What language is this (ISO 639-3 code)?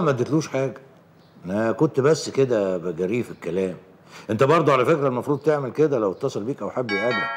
arz